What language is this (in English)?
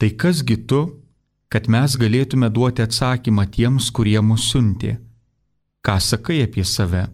Lithuanian